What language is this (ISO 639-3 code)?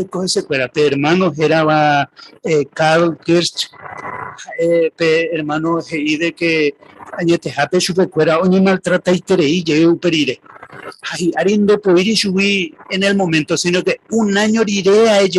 grn